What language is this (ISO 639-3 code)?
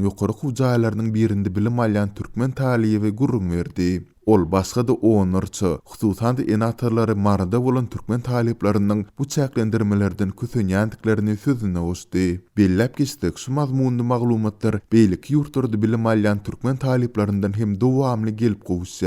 tuk